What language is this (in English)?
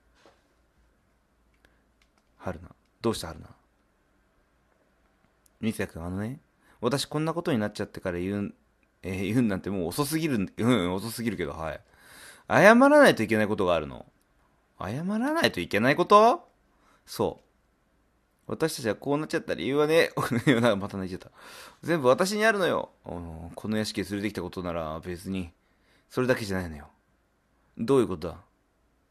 Japanese